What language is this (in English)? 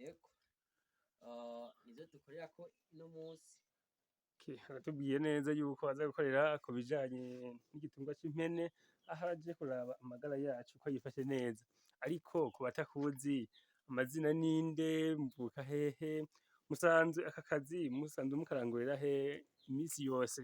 Rundi